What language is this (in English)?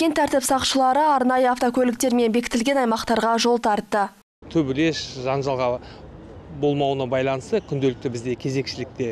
Kazakh